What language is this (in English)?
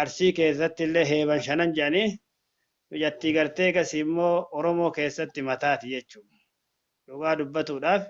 Oromo